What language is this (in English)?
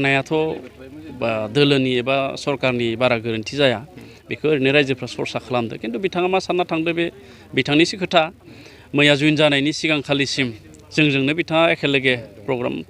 Bodo